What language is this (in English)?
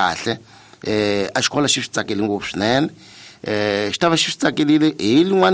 Tsonga